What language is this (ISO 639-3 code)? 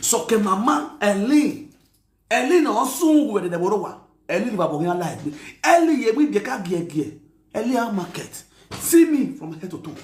pcm